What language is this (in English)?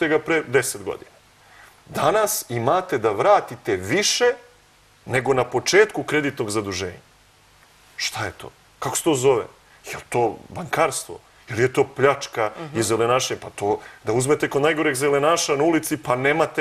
Serbian